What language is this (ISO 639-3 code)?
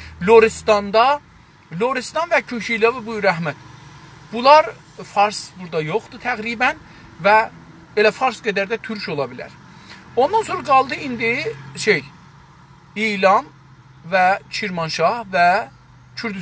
azb